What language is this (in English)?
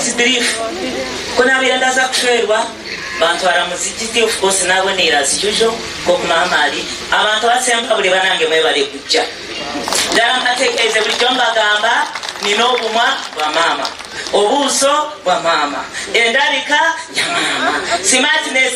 Nyankole